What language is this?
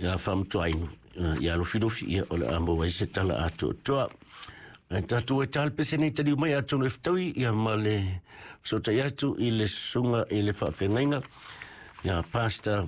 Samoan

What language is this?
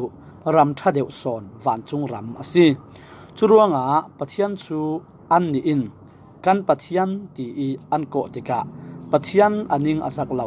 Falam Chin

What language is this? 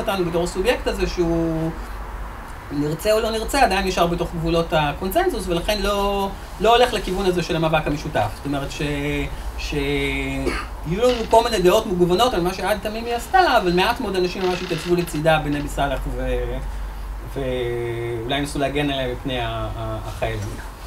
Hebrew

